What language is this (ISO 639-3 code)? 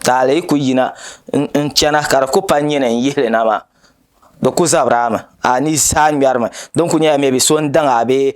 dag